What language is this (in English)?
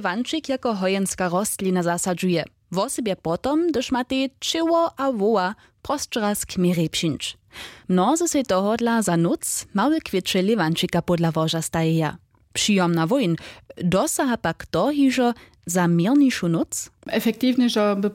Upper Sorbian